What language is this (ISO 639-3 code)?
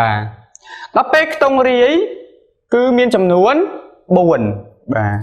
khm